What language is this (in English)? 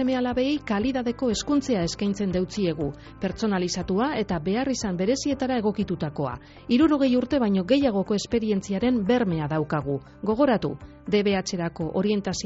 Basque